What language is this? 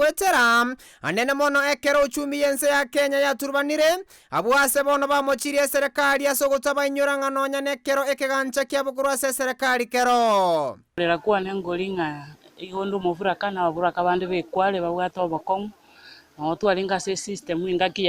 Gusii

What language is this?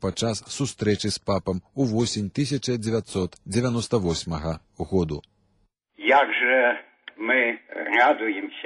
Belarusian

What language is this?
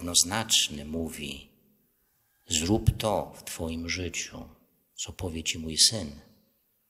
Polish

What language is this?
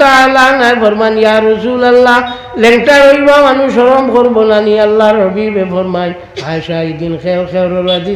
Sylheti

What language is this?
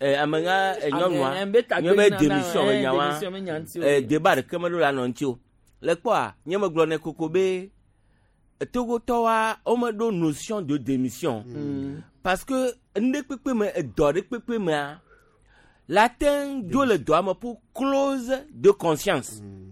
Gen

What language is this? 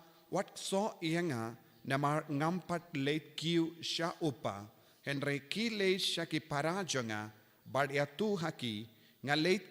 Khasi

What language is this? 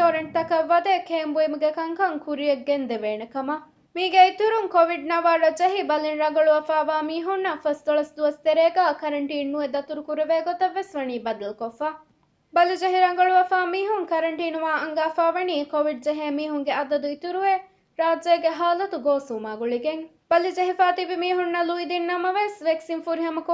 Divehi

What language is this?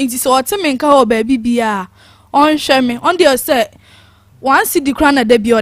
Akan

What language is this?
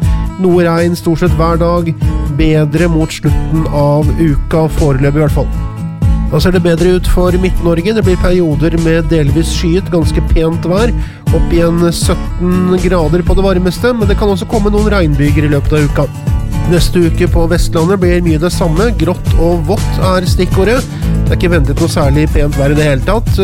Norwegian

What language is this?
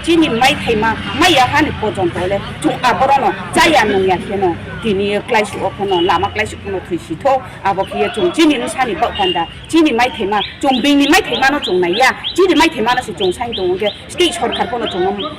Riang (India)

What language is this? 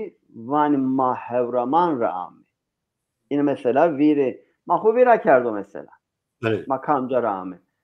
Zaza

